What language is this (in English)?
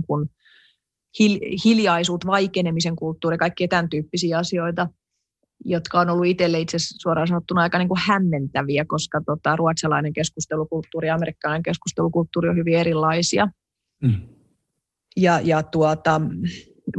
Finnish